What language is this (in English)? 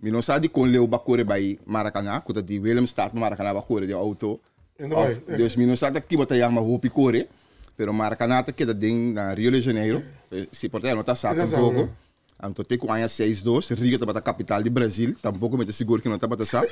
Papiamento